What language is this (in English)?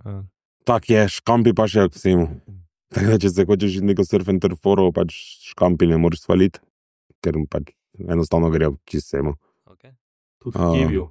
Slovenian